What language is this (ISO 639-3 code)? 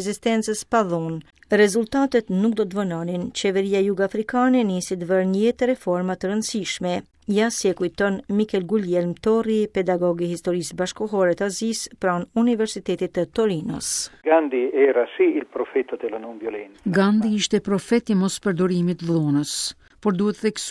sqi